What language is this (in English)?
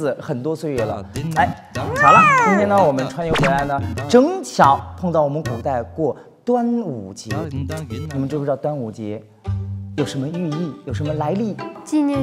Chinese